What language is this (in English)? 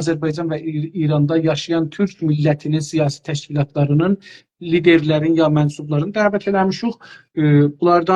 South Azerbaijani